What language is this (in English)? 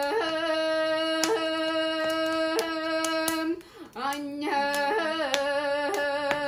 Yakut